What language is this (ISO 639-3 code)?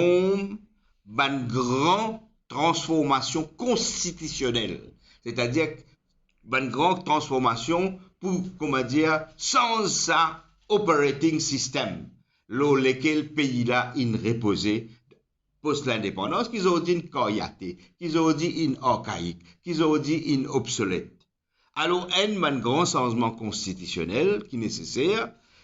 mfe